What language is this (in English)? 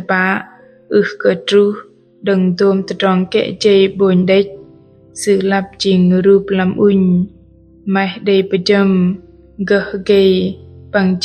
Bahnar